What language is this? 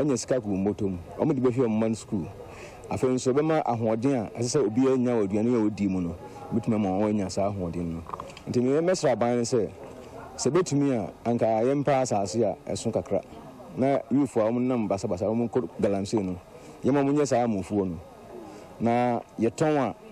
Akan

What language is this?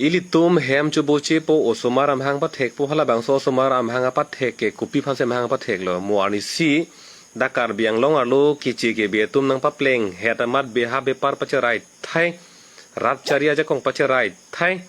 Karbi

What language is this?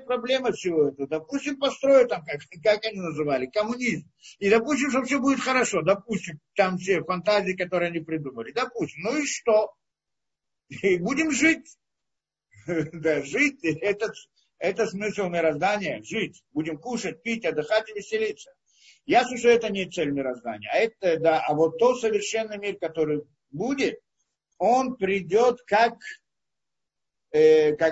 Russian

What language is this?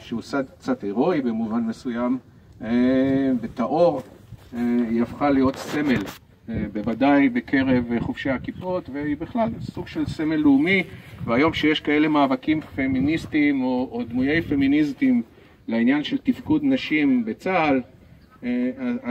Hebrew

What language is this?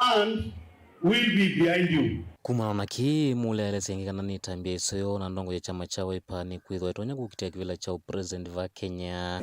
Kamba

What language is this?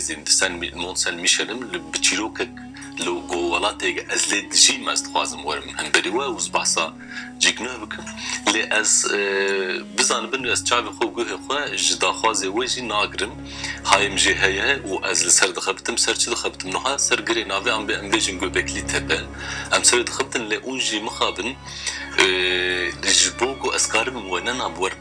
Kurdish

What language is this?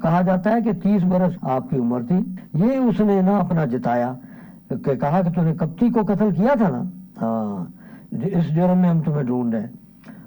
Urdu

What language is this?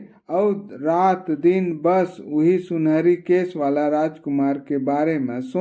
Chhattisgarhi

